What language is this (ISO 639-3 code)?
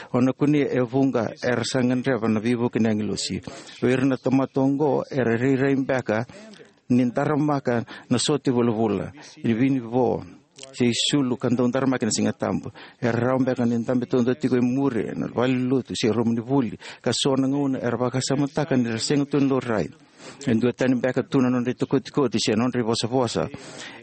fij